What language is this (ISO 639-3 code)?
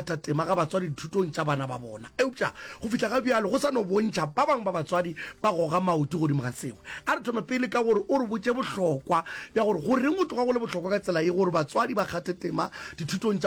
nso